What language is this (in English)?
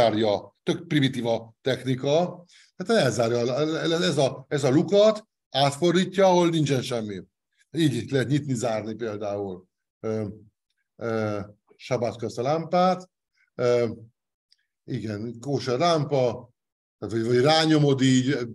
Hungarian